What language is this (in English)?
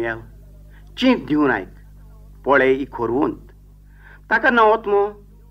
Konkani